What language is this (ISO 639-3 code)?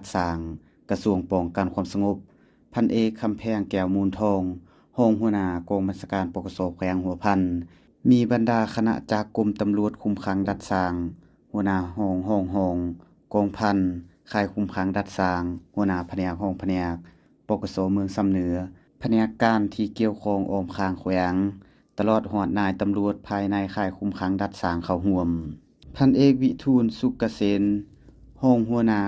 lao